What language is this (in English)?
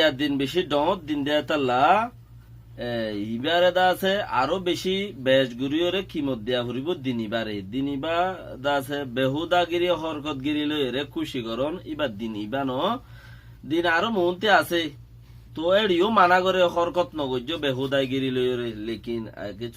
Rohingya